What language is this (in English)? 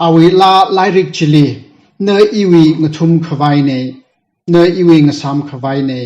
Tangkhul Naga (India)